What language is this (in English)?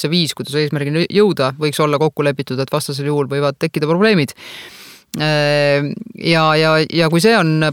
Estonian